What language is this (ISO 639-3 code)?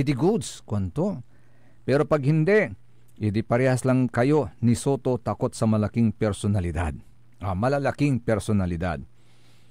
pag